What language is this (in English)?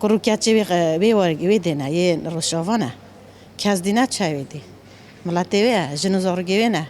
Kurdish